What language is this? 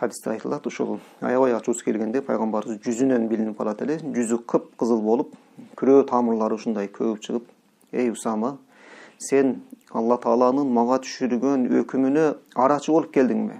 Kyrgyz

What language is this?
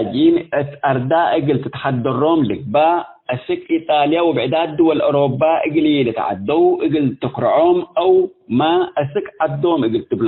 Tigre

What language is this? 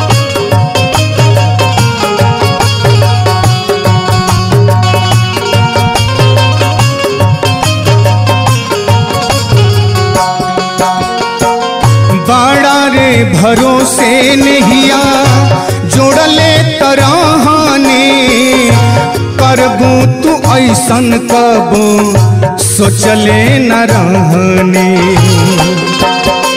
Bhojpuri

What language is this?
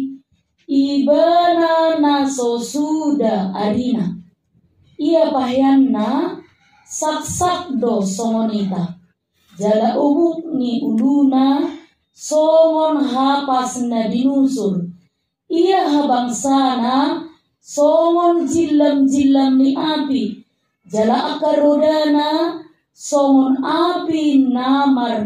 Batak Toba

